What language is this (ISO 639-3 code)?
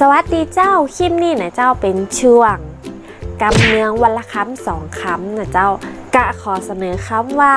nod